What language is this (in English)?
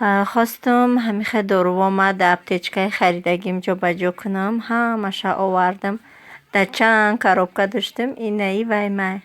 Tajik